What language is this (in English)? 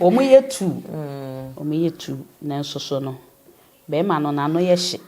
Akan